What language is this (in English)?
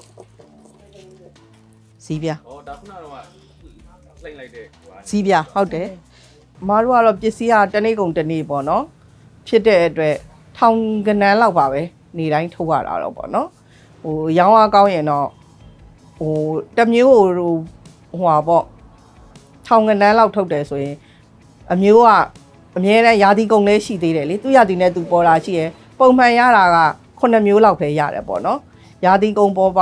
Burmese